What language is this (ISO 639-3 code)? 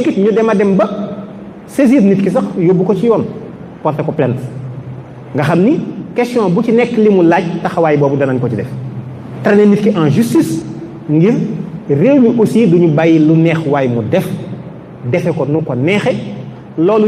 wol